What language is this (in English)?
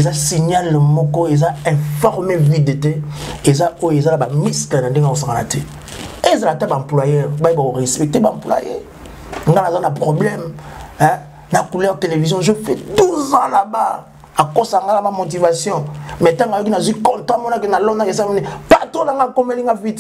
Lingala